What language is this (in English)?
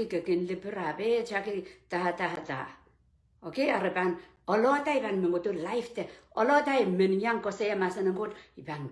Pohnpeian